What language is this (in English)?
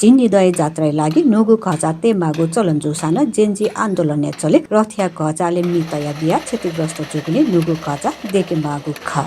Newari